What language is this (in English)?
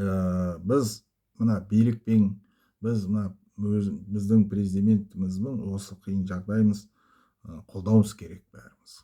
Kazakh